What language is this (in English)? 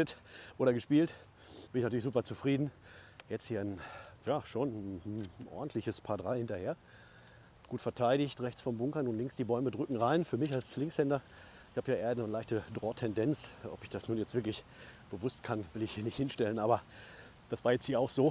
German